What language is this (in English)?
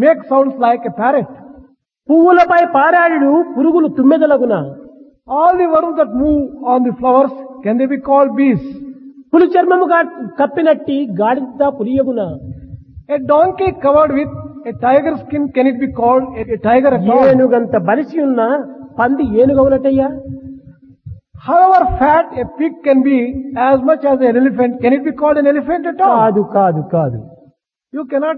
Telugu